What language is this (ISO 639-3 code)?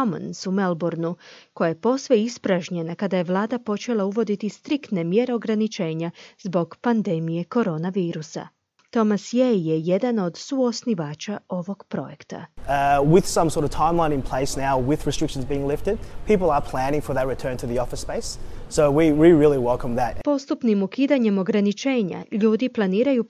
hrv